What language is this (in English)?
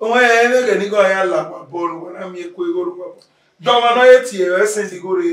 Bini